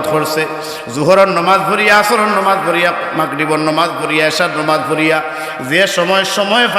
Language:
Sylheti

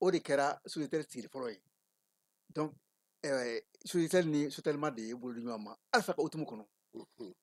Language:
Bambara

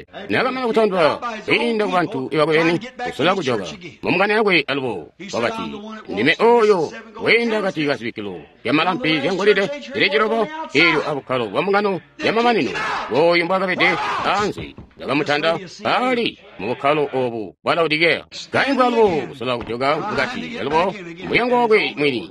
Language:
Tonga (Zambia)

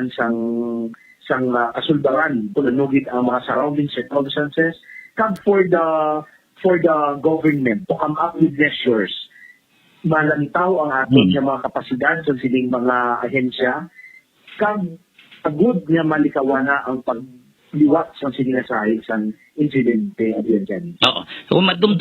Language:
Hiligaynon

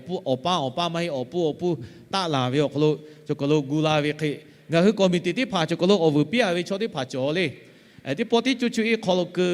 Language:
Lahu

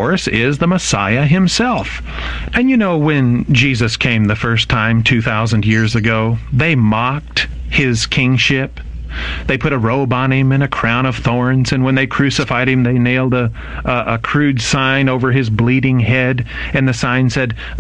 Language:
English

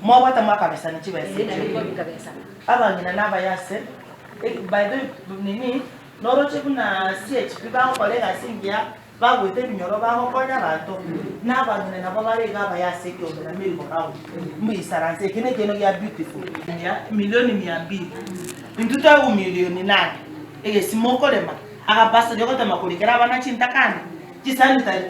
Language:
Gusii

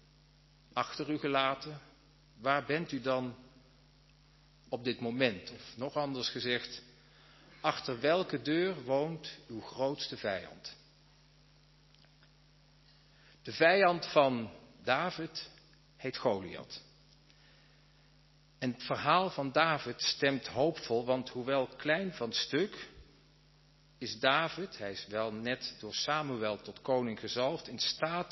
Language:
Dutch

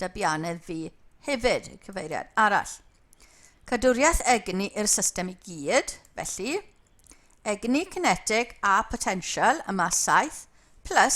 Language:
Welsh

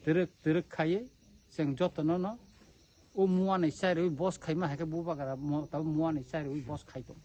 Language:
Kok Borok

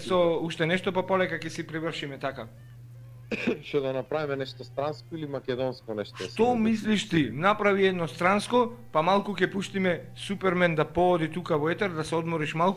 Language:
Macedonian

